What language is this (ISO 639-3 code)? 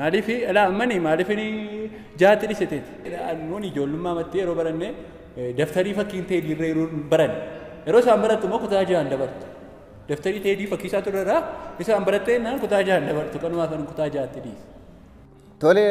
orm